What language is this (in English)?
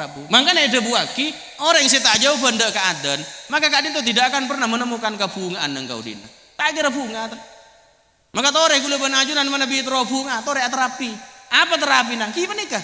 Madurese